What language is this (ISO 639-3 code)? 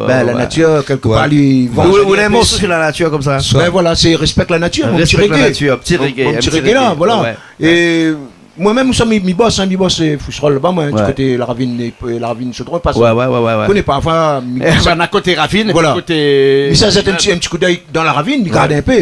rcf